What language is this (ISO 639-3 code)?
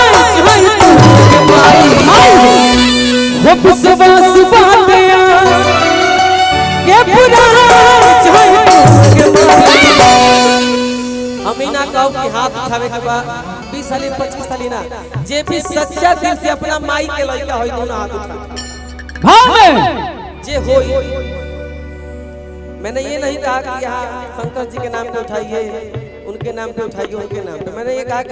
bho